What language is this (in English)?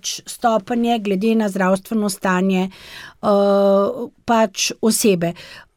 Slovenian